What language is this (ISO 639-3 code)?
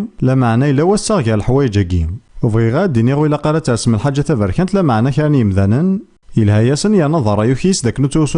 kab